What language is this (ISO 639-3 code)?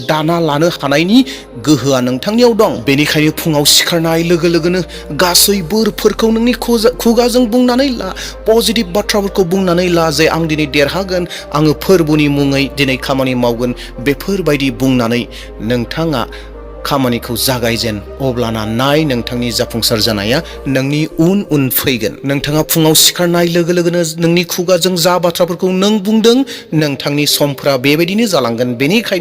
brx